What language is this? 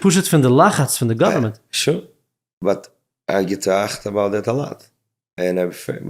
Yiddish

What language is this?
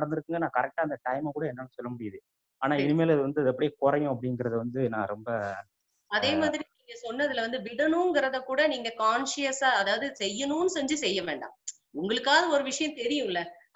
Tamil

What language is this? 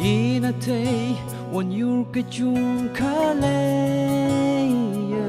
Tangkhul Naga (India)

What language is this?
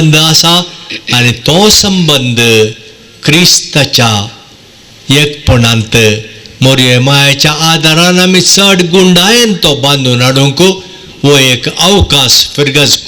Konkani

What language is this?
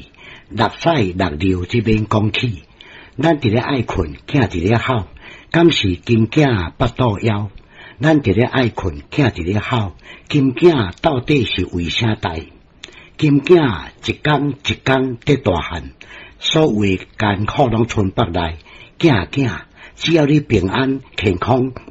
Min Nan Chinese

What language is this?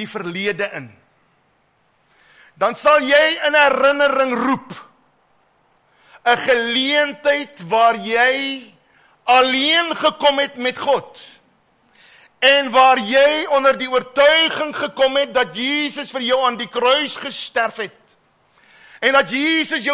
Afrikaans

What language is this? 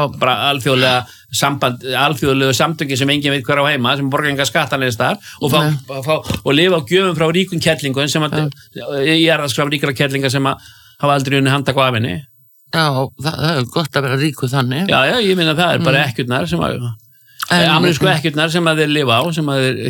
Icelandic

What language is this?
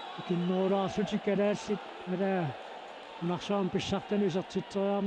Kalaallisut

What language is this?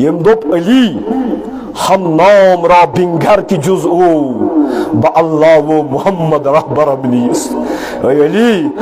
Kashmiri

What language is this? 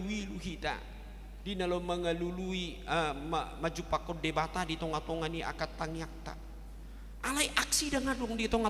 Batak Toba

